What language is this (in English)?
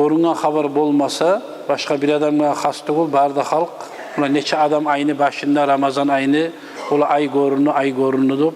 Kumyk